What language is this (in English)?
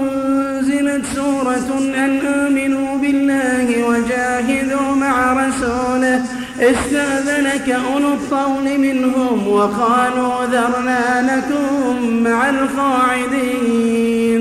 Arabic